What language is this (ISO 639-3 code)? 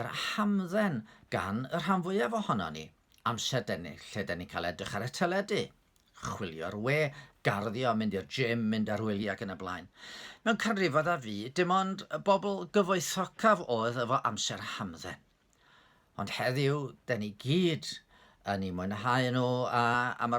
cym